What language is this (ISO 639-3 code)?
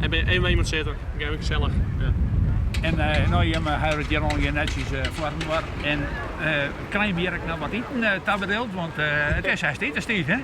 fry